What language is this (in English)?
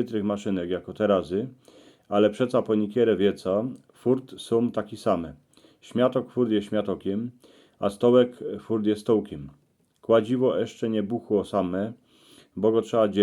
Silesian